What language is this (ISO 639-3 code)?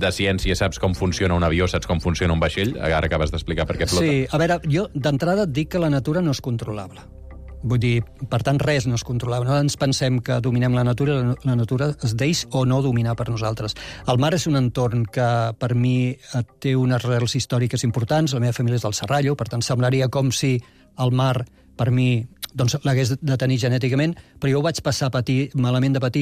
cat